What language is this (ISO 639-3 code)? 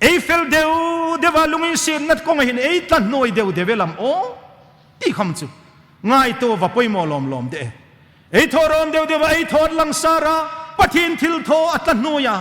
hmr